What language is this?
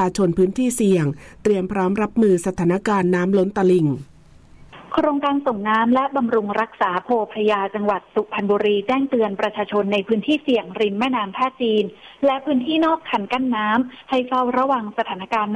Thai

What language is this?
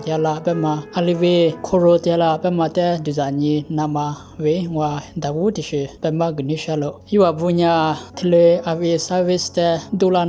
Lisu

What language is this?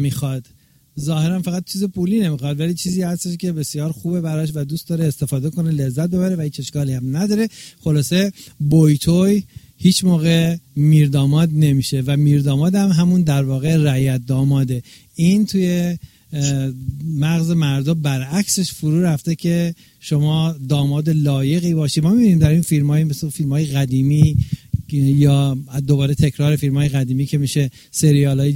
Persian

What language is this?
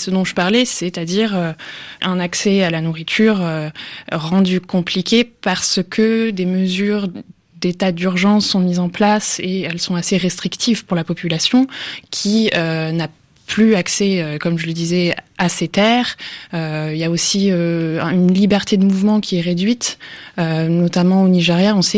French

